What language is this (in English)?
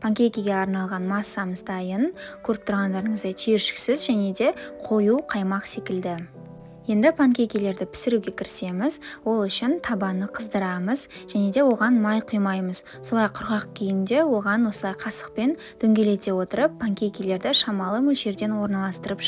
Kazakh